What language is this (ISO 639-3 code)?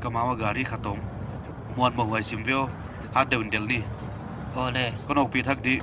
pck